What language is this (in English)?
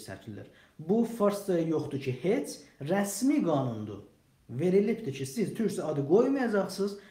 South Azerbaijani